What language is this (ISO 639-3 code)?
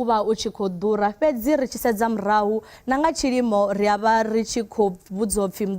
ven